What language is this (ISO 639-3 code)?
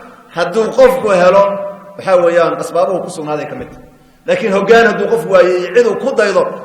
som